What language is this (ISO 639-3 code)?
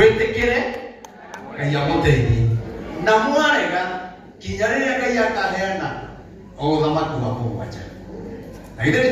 kik